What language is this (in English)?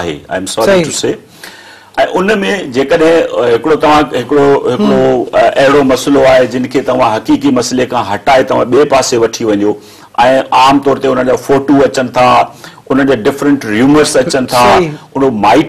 Sindhi